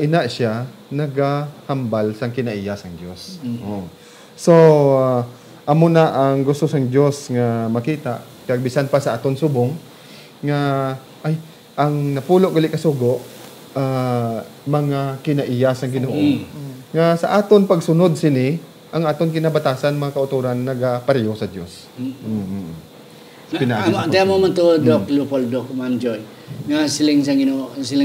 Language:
Hiligaynon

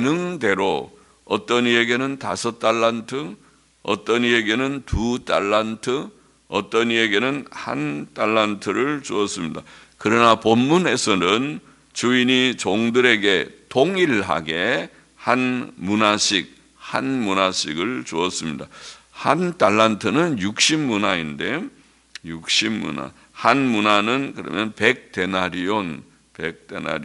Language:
Korean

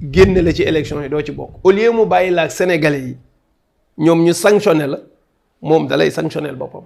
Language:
Wolof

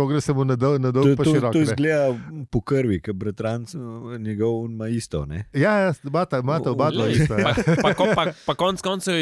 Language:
Slovenian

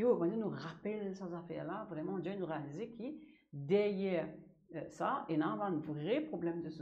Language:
Morisyen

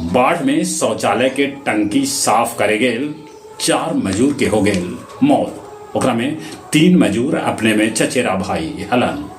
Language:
Magahi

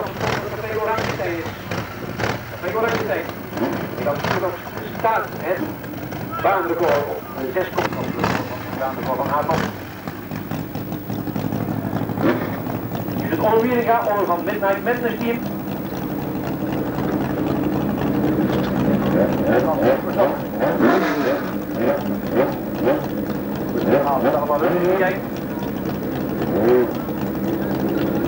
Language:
Dutch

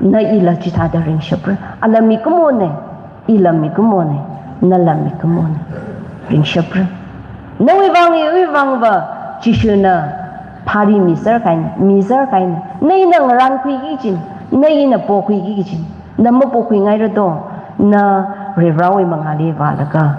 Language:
Tangkhul Naga (India)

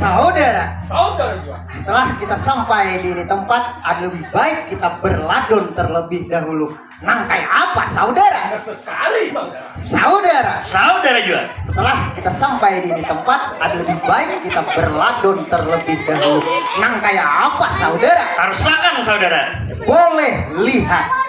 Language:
Banjar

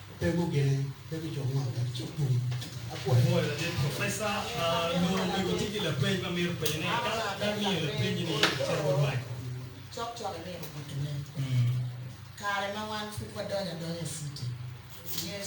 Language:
Acoli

